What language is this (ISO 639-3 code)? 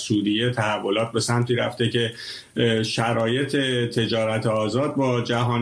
fas